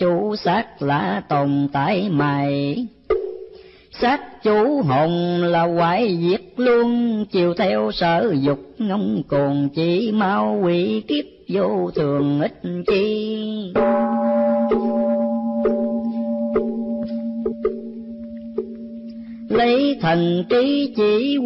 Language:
Vietnamese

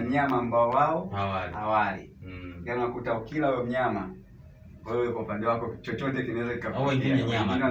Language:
Swahili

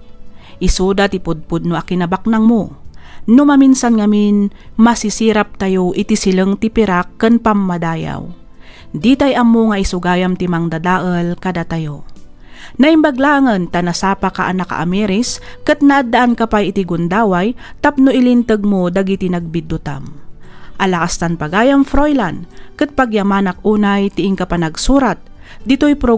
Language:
Iloko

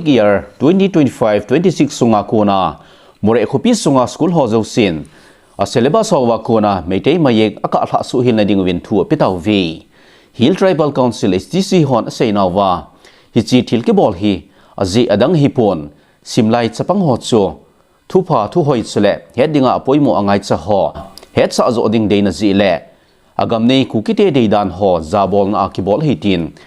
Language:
Thado Chin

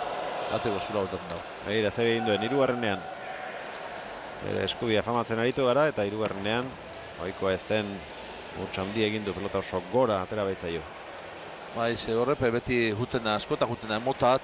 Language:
Basque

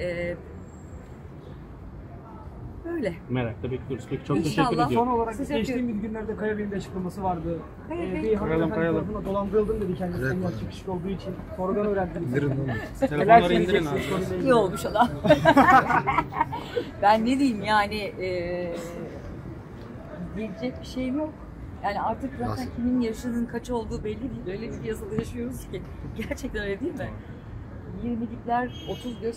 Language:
Turkish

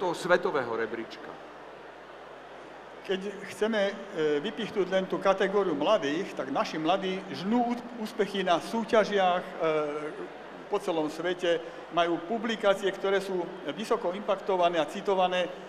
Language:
Slovak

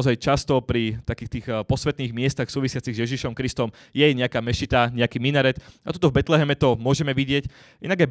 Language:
Slovak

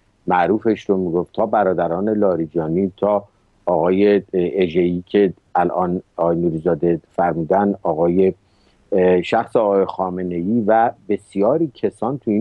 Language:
Persian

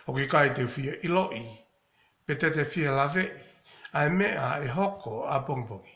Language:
Tongan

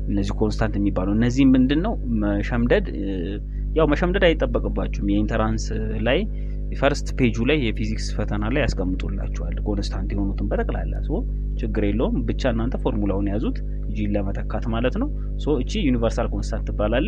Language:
Amharic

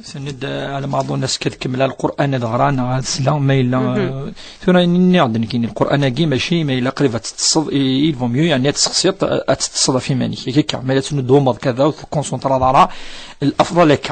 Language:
Kabyle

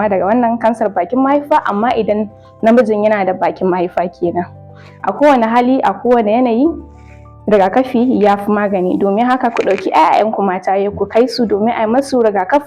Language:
Hausa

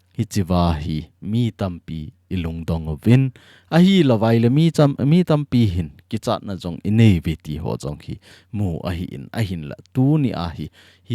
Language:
Thado Chin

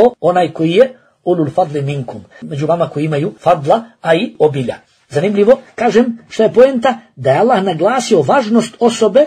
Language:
Bosnian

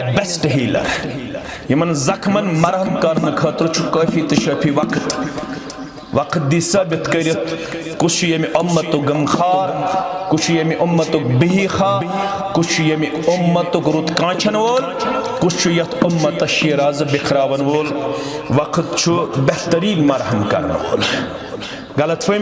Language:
Kashmiri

